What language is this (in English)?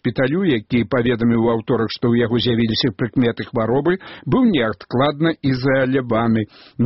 Belarusian